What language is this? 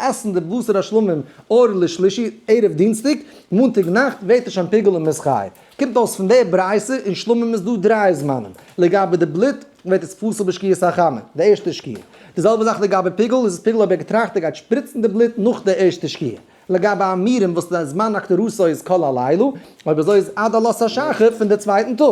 Yiddish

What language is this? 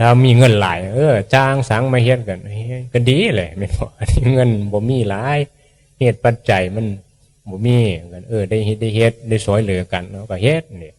Northeastern Thai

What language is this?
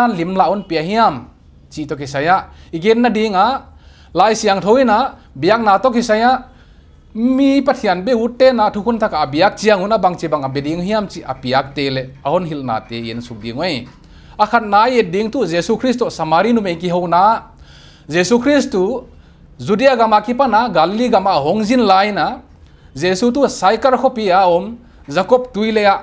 Paite Chin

